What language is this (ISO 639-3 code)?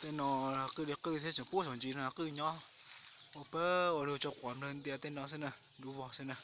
hmn